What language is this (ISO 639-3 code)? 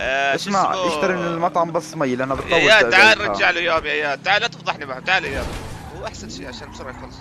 apc